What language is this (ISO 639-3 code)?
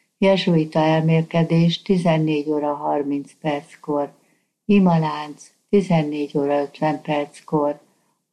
hun